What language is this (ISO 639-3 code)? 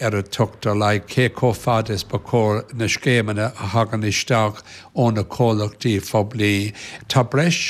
gle